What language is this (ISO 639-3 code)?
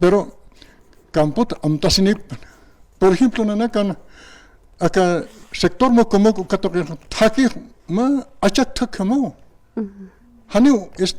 aym